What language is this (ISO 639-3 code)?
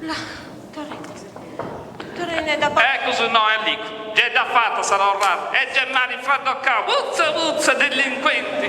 srd